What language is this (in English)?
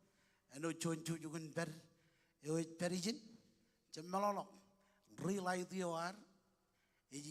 Marshallese